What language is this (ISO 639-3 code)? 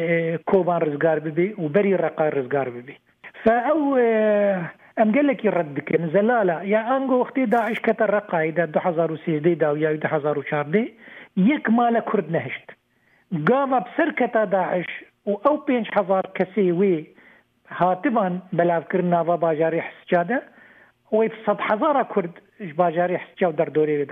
kur